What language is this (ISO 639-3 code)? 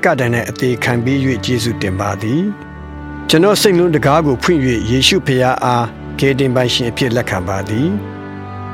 mya